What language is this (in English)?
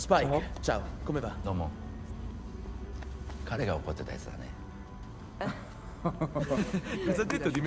Italian